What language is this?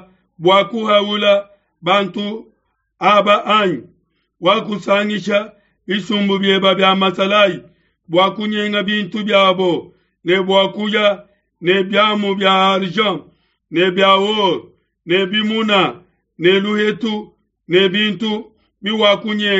Luba-Lulua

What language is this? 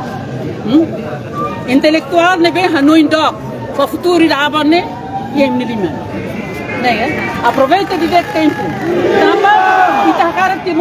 Tetum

